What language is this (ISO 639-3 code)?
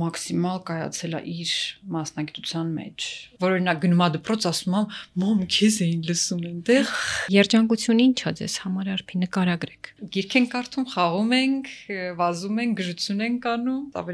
hye